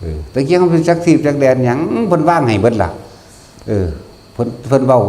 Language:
Northeastern Thai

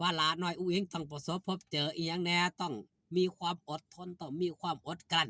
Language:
Northeastern Thai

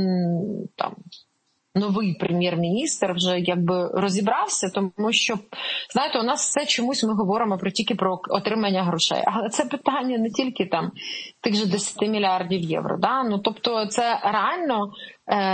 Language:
Ukrainian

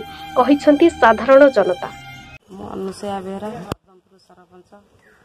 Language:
Odia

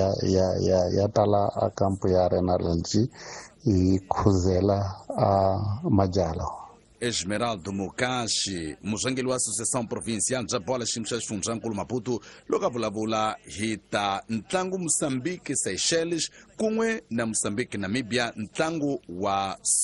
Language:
Tsonga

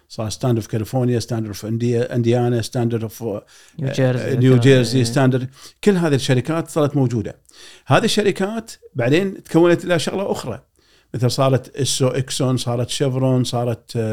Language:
Gulf Arabic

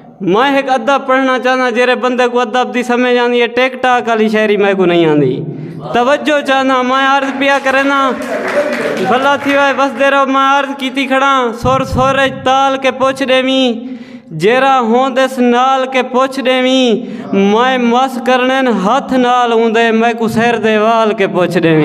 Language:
Saraiki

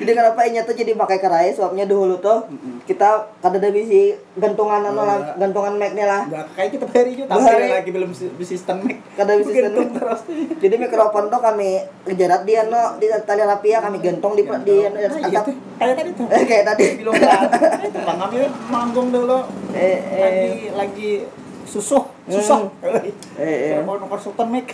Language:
Banjar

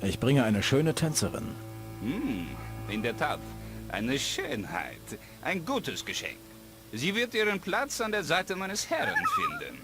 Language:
Bavarian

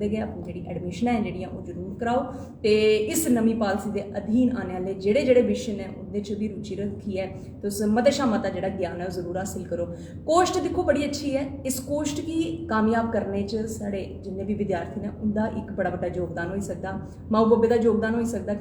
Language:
Dogri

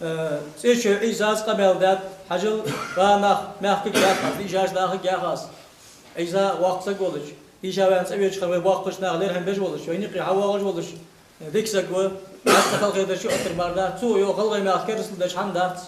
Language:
Ingush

